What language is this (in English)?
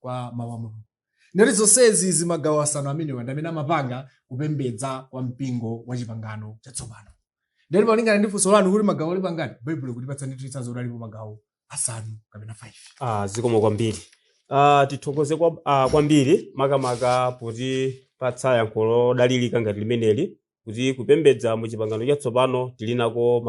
Nyanja